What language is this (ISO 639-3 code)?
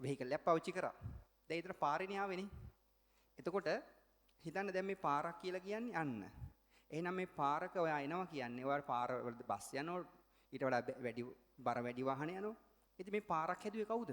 sin